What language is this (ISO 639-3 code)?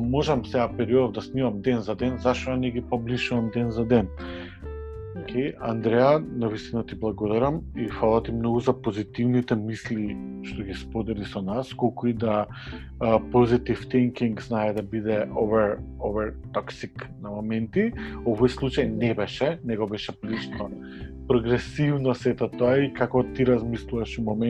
mkd